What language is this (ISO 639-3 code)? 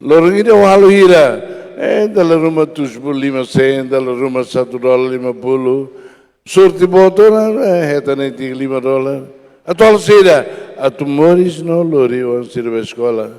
tet